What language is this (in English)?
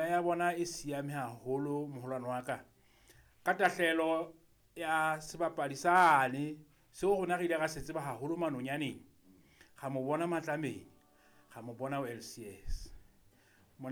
Southern Sotho